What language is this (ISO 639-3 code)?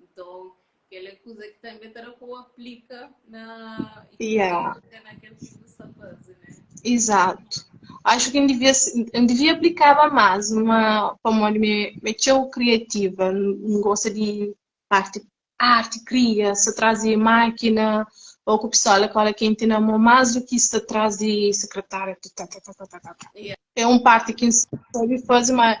kea